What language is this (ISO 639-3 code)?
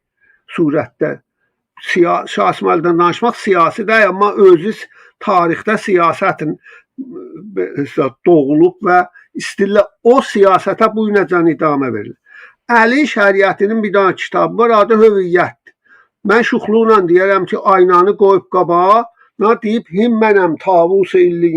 azb